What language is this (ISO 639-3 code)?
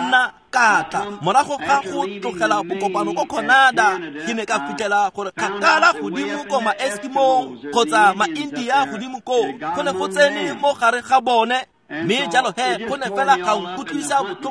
tsn